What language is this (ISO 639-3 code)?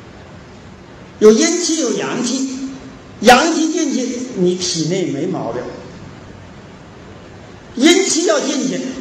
zho